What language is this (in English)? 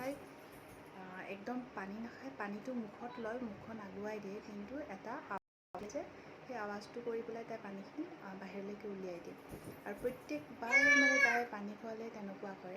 Assamese